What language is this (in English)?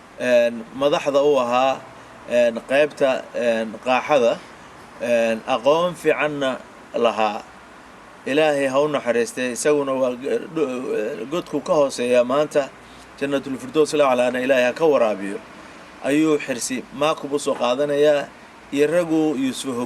Somali